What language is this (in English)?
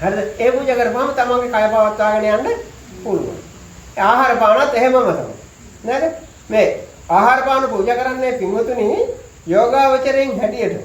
Sinhala